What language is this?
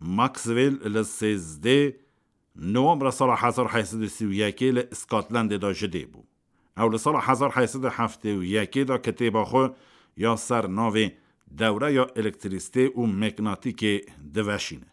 Kurdish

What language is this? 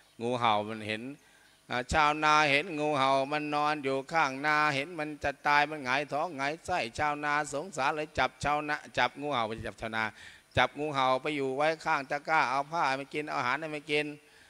Thai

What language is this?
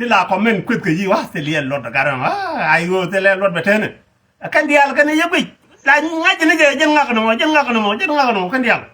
Nuer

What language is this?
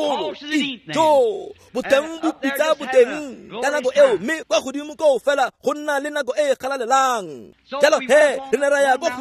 Tswana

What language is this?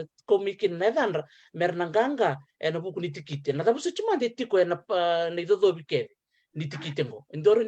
Fijian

